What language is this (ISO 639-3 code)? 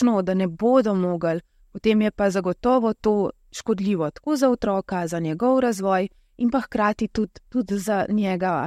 slv